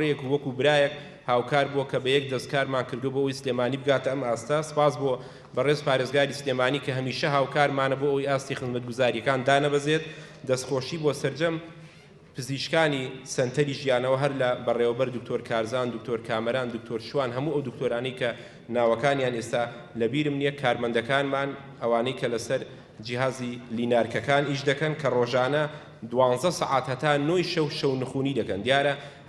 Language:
Central Kurdish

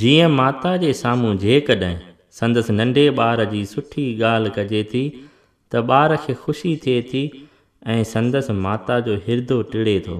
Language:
Sindhi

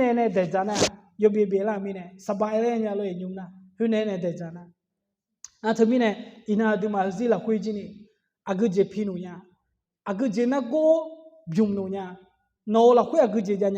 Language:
Akha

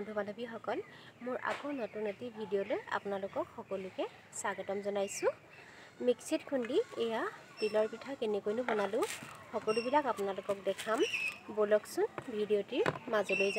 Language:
Assamese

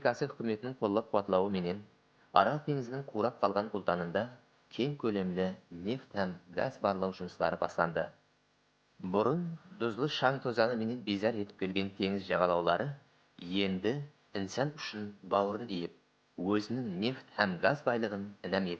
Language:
Kara-Kalpak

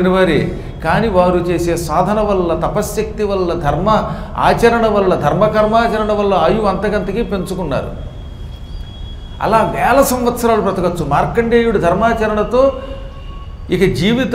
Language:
Telugu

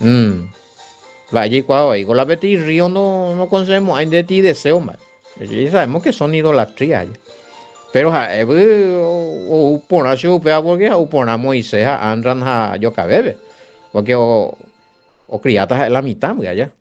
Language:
Guarani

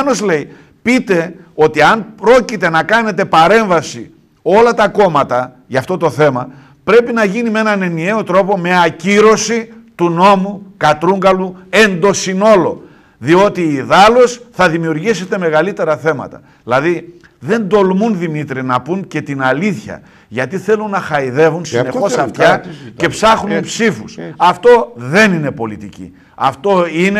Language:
Greek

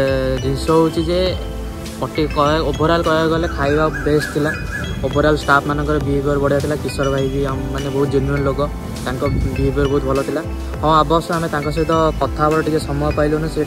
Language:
Odia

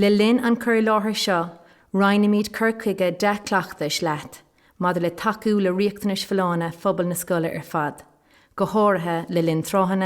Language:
Irish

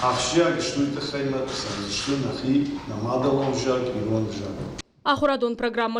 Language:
Ossetic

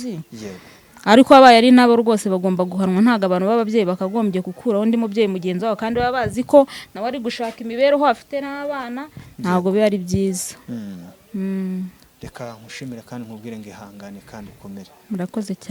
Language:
Kinyarwanda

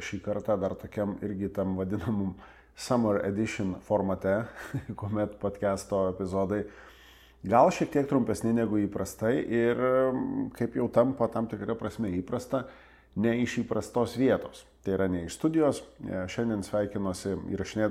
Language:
Lithuanian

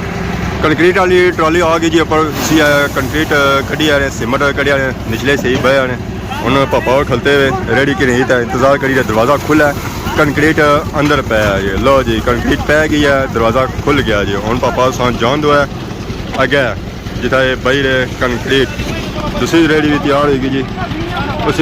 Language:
Pahari-Potwari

